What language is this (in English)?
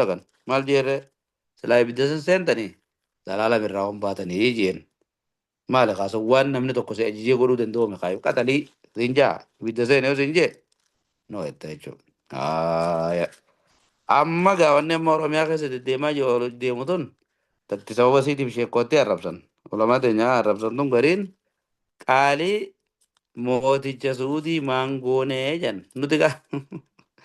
Oromo